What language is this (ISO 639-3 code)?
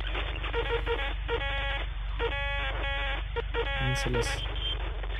ron